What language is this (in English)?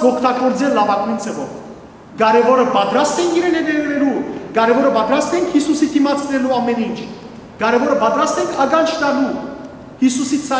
Western Armenian